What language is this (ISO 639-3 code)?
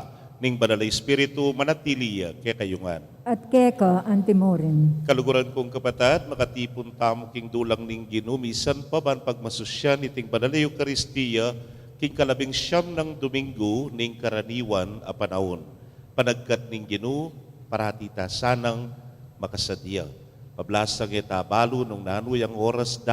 pam